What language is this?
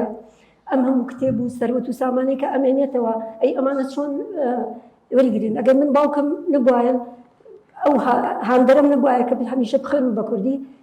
Central Kurdish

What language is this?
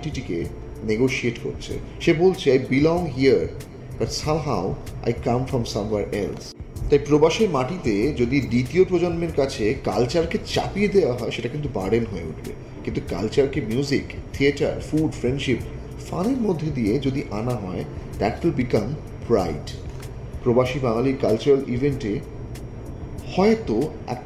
Bangla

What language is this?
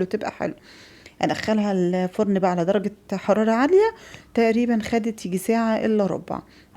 Egyptian Arabic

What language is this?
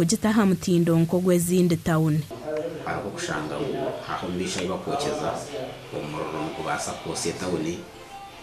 Nyankole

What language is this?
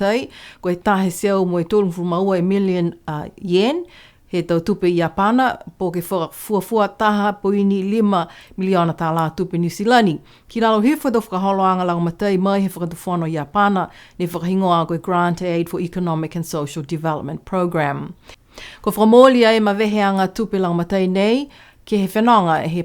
Niuean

